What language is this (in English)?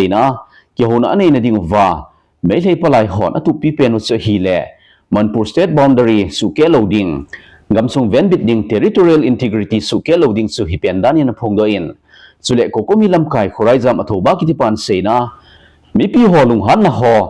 Thado Chin